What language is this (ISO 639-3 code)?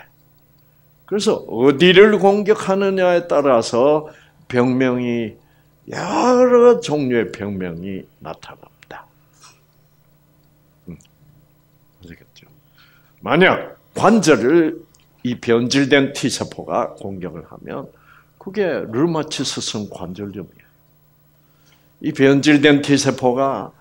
kor